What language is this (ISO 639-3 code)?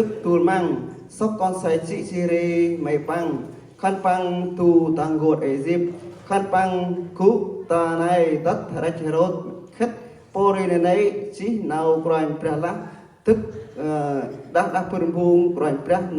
cmo